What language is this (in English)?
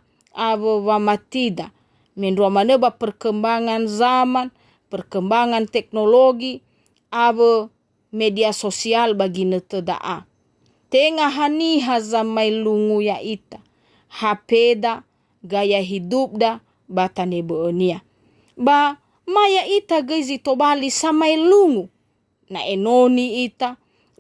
Nias